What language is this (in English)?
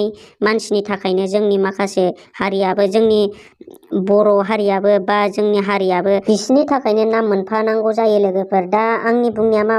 Bodo